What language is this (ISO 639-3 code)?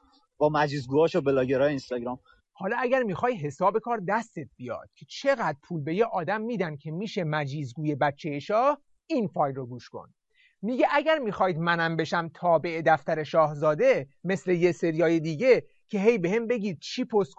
fas